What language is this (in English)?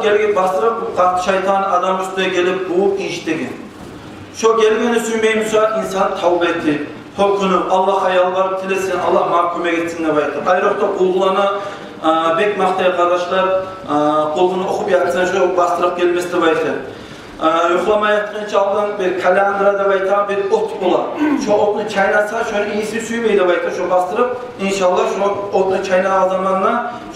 Kumyk